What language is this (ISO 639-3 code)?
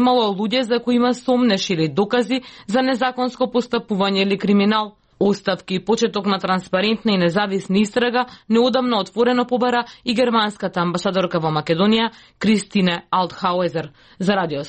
mkd